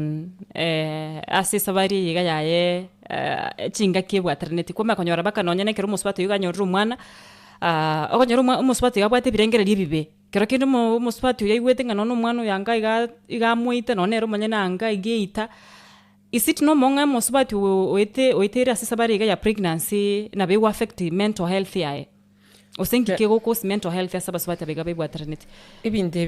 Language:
Gusii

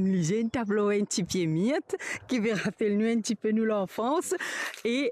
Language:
Morisyen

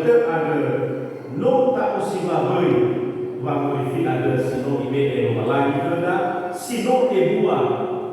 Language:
Nias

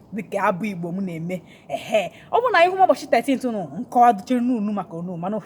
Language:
Igbo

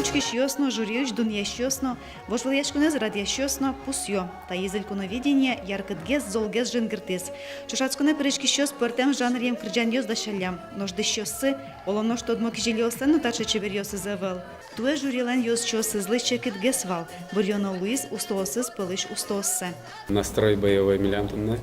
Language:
Udmurt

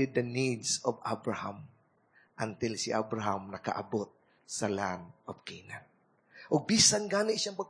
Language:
Cebuano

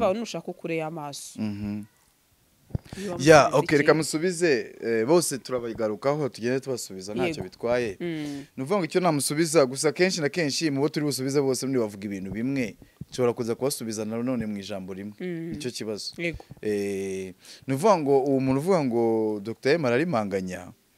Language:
Kinyarwanda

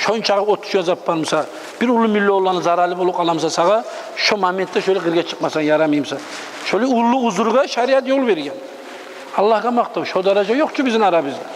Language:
Kumyk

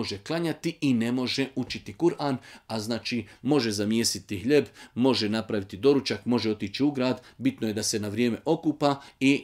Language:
Bosnian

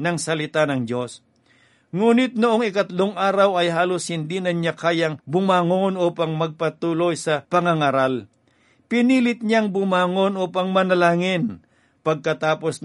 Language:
Filipino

